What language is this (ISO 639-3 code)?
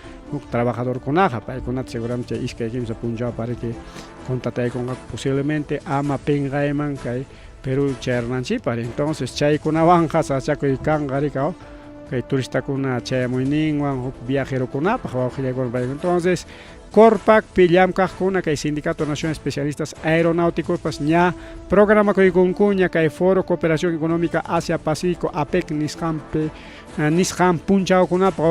quy